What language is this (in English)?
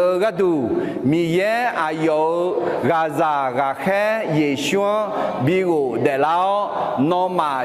Akha